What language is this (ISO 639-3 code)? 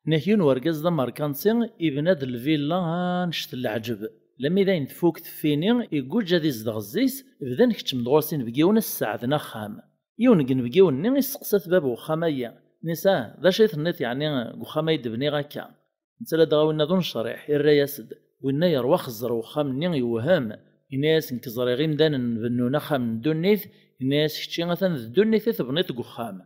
kab